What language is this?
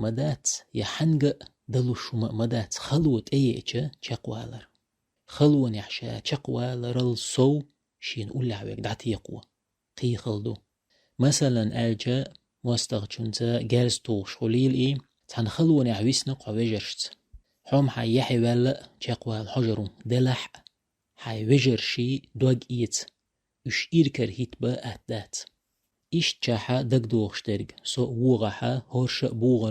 Chechen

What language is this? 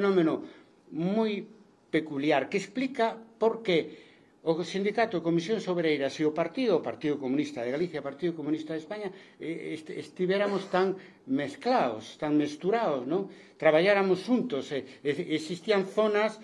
Galician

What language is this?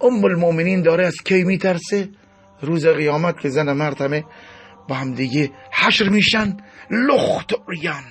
Persian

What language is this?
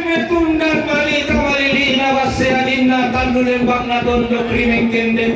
Toraja-Sa'dan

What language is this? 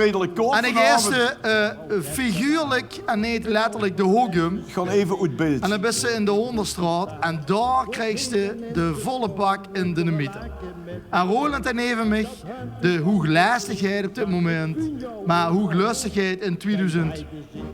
Limburgish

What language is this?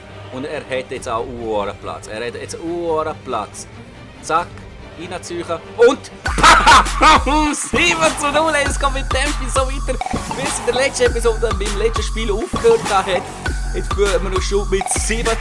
Swiss German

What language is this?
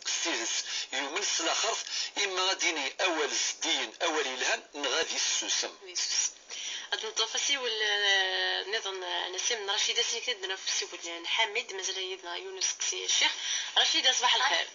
Kabyle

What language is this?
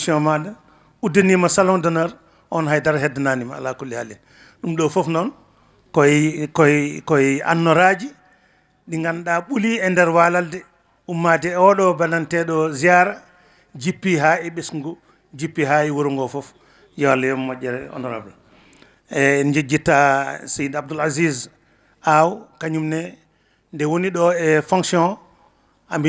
Fula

